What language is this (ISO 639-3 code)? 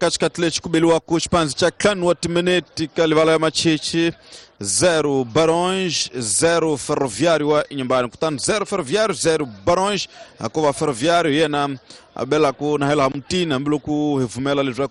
tso